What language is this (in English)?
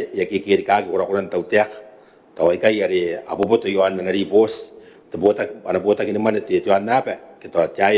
Gilbertese